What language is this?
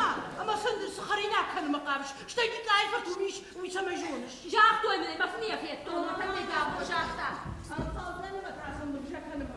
Ossetic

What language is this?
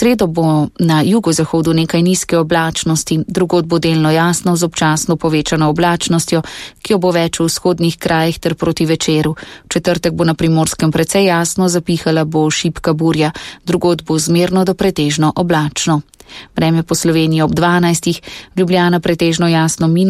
Slovenian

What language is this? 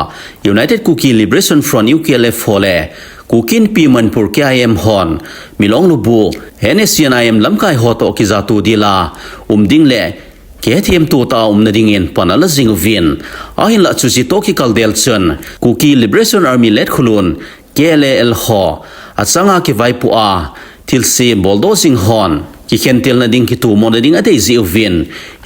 Thado Chin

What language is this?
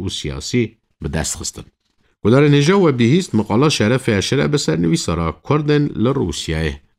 Kurdish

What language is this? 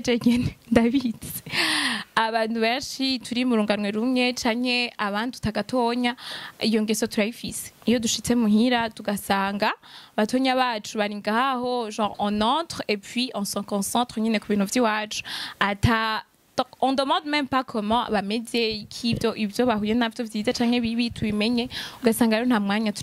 Rundi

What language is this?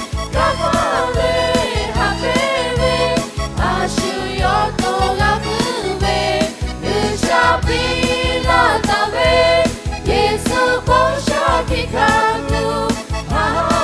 Lahu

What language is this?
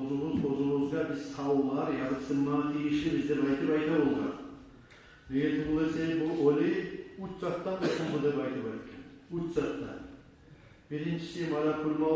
Kumyk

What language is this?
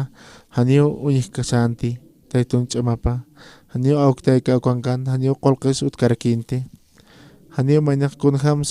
Aymara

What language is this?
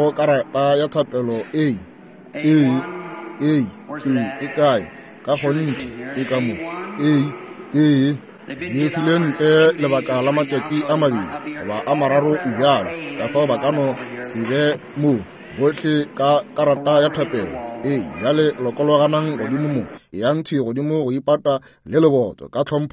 Northern Sotho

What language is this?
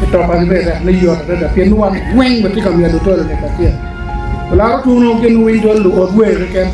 Acoli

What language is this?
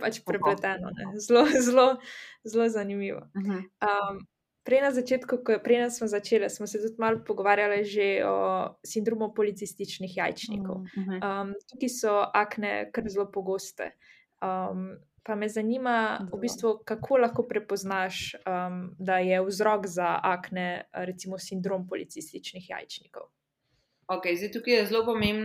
Slovenian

